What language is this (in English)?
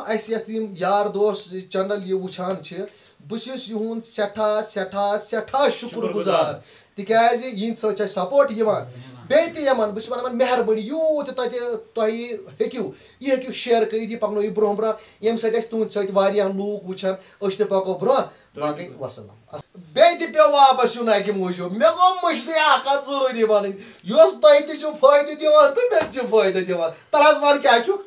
Kashmiri